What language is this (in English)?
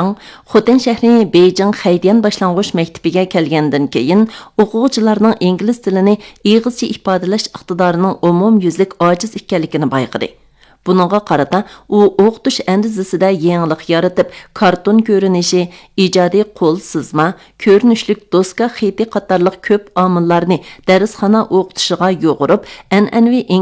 Uyghur